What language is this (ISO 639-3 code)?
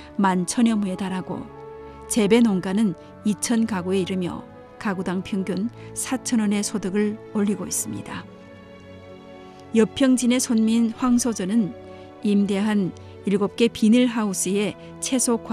kor